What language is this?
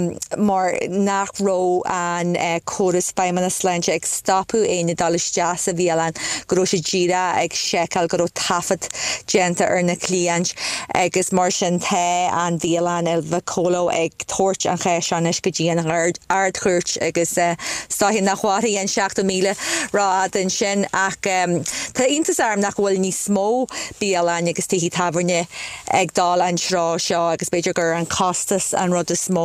Irish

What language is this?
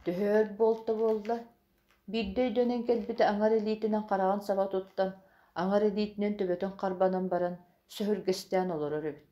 Yakut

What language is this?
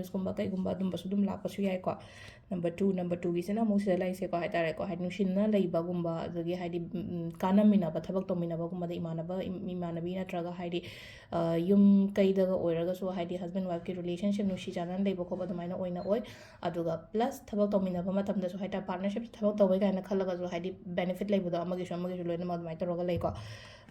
Manipuri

